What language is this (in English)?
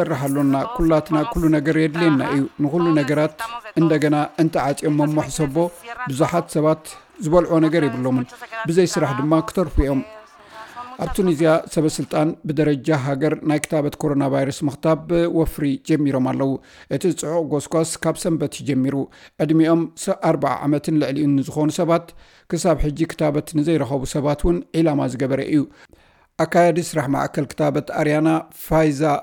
Tigrinya